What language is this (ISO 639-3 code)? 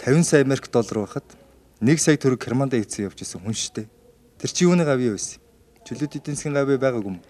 mon